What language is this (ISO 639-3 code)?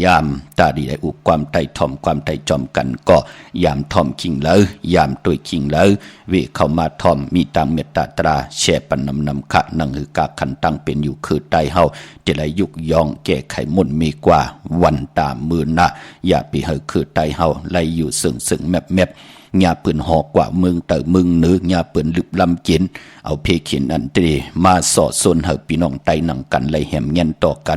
shn